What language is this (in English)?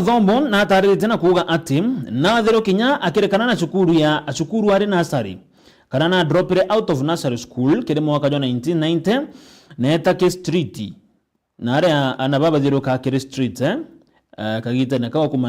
Meru